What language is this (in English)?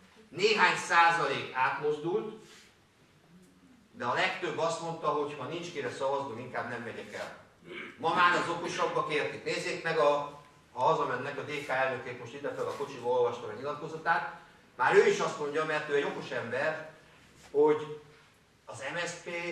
Hungarian